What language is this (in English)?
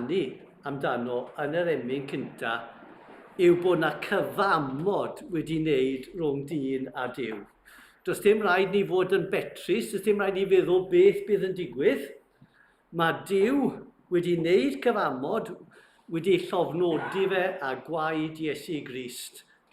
Welsh